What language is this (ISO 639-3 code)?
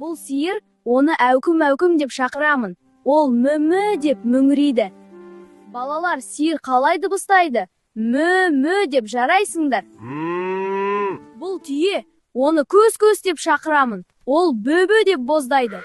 kaz